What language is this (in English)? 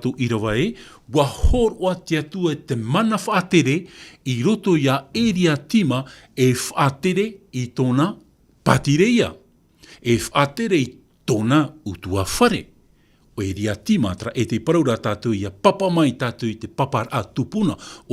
Tahitian